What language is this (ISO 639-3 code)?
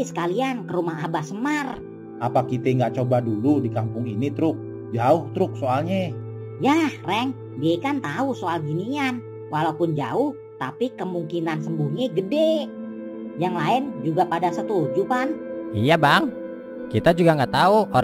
bew